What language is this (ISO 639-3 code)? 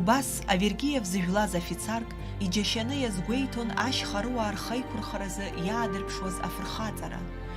abk